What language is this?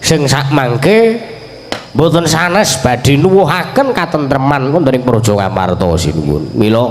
Javanese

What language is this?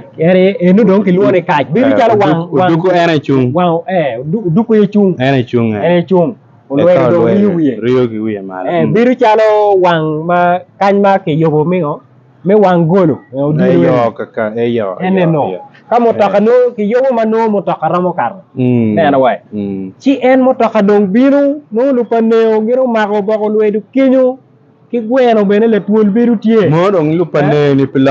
Acoli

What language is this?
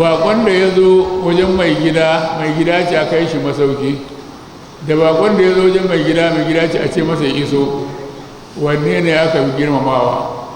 Hausa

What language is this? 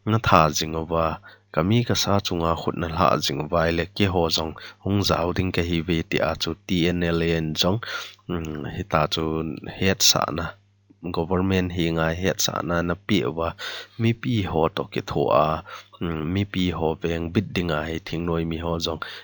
Thado Chin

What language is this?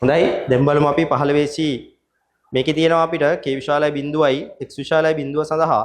Sinhala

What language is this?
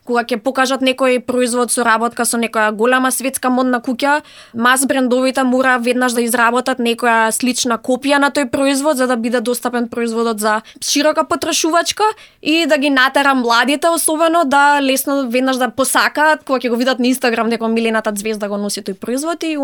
Macedonian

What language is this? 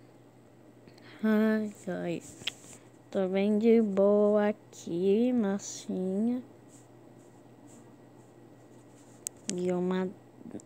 Portuguese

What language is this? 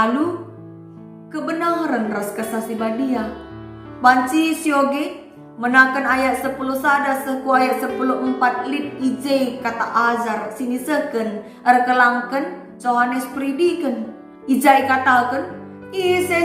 Batak Karo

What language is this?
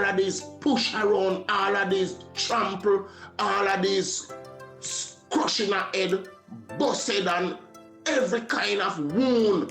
Jamaican Creole English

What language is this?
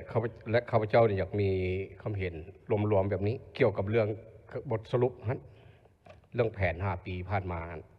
Lao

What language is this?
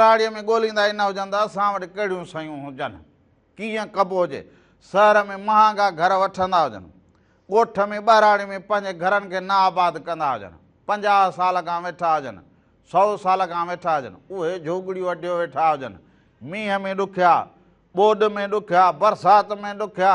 Sindhi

